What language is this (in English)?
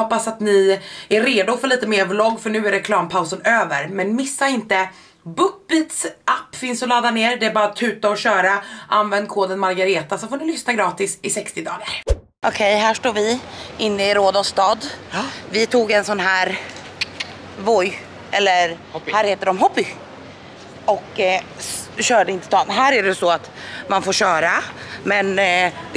Swedish